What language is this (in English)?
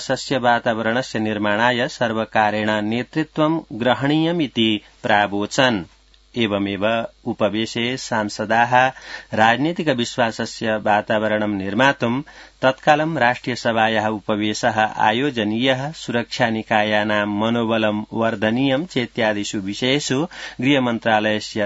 Sanskrit